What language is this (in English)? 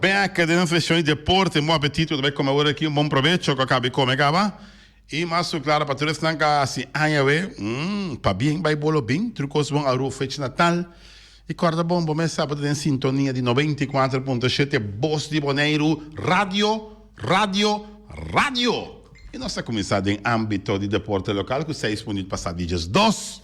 Papiamento